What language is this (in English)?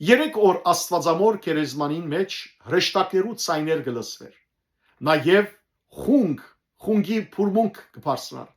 Western Armenian